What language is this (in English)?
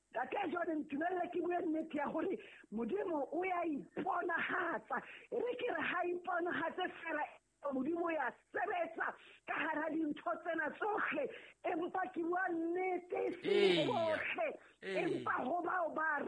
Southern Sotho